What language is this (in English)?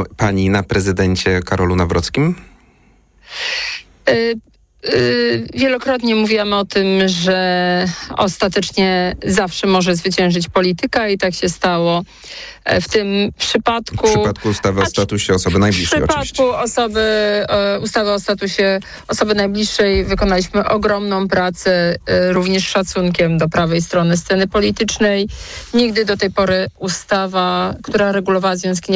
Polish